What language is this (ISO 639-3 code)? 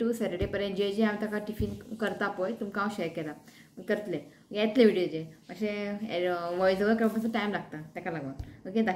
kok